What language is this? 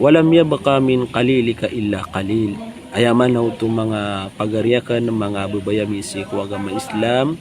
Maranao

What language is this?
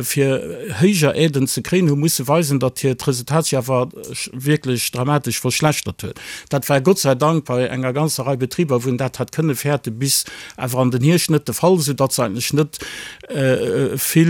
Luxembourgish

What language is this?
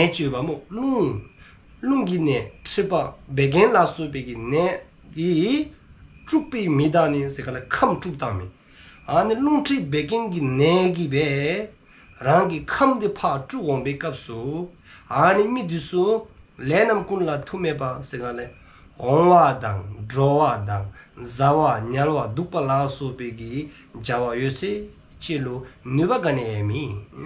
Dzongkha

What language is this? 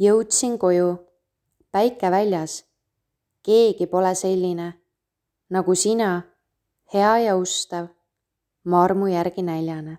Estonian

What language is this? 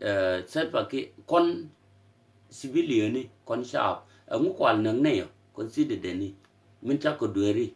Nuer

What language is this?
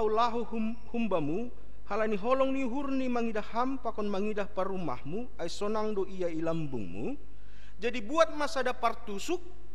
Batak Simalungun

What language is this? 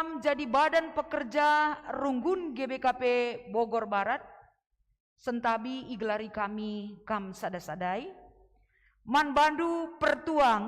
Batak Karo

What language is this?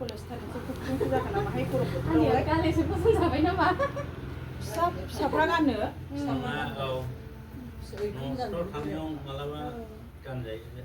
Bodo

